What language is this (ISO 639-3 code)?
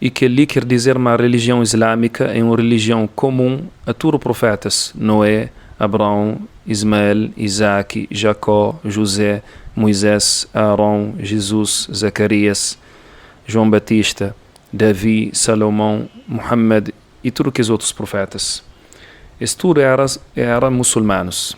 kea